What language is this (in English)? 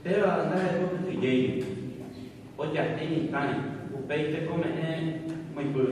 Guarani